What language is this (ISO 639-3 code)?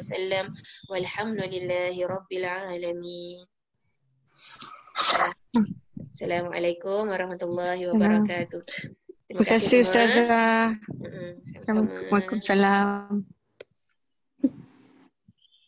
msa